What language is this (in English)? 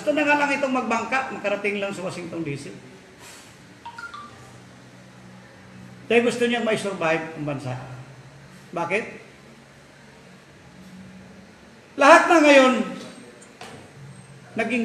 Filipino